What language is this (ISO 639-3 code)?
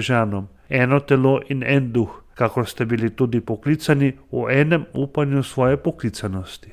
slv